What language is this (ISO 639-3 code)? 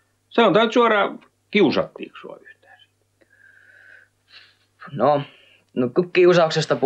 fin